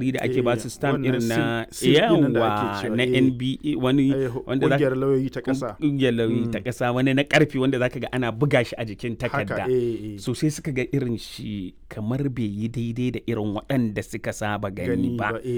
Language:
Hausa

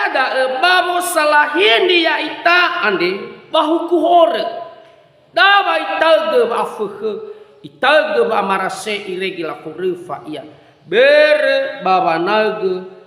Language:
Nias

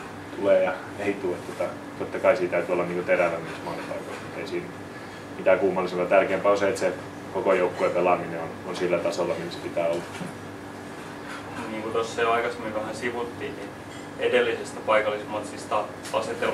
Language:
Finnish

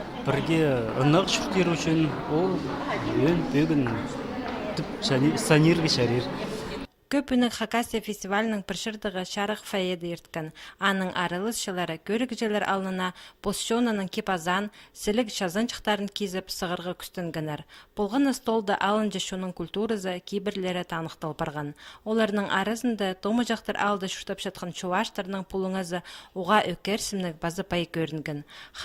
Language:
Khakas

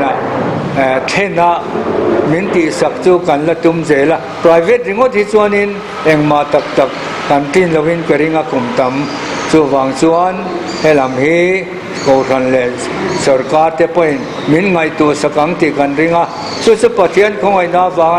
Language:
Mizo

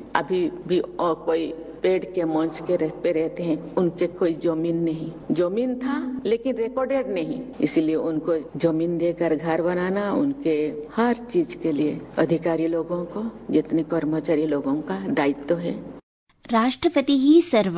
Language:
Sanskrit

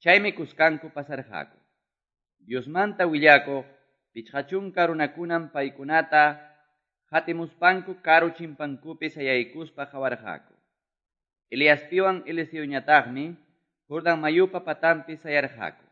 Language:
Quechua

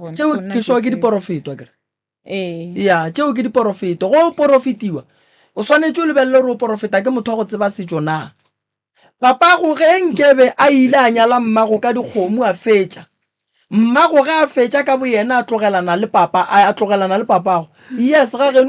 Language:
Northern Sotho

